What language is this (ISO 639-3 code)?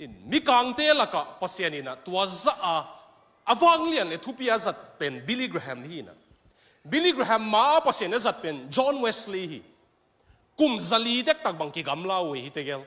ctd